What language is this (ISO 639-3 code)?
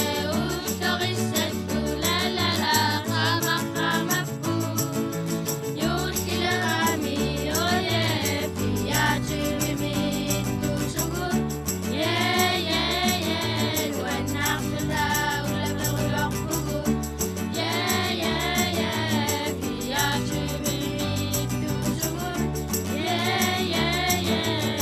kal